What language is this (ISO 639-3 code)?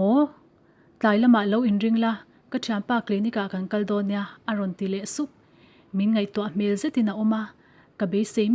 lus